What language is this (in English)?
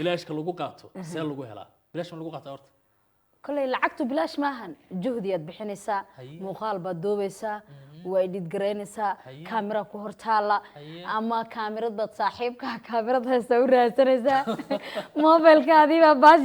Somali